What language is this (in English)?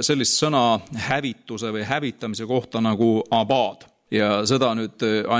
Estonian